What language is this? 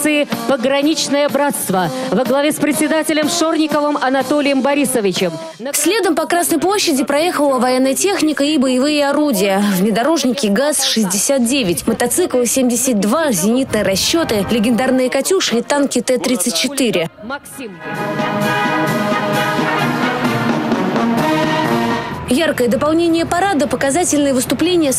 Russian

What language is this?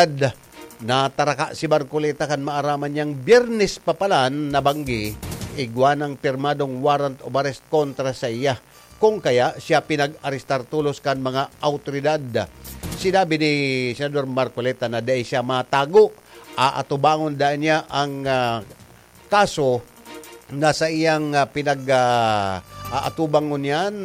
Bikol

